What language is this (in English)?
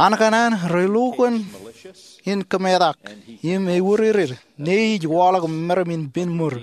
Marshallese